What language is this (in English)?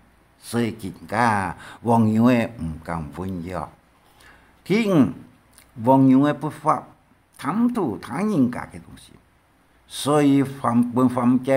Hakka Chinese